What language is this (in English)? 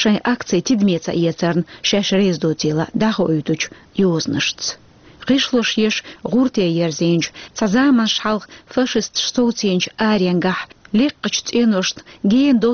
Chechen